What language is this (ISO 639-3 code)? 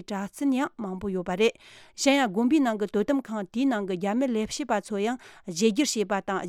bod